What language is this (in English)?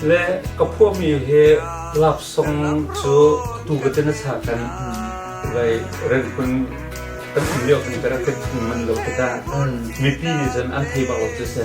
Hakha Chin